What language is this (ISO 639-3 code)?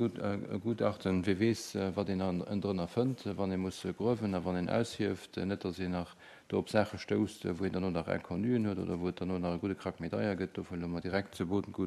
ltz